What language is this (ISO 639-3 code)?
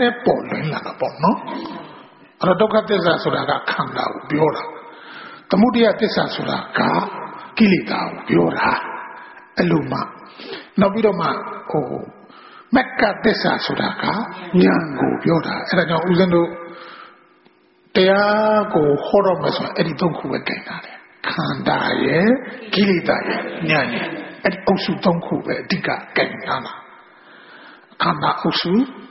mya